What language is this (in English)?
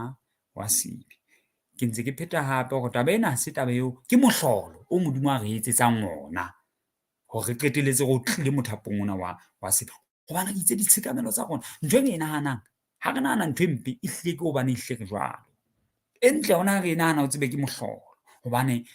Southern Sotho